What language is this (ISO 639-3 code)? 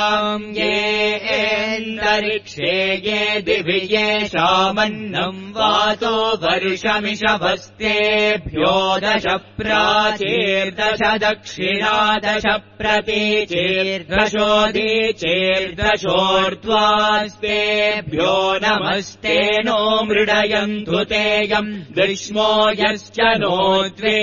san